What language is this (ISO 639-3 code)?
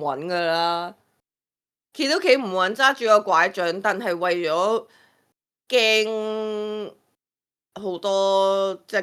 yue